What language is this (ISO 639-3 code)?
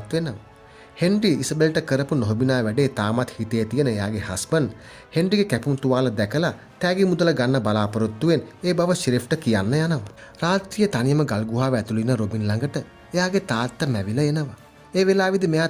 sin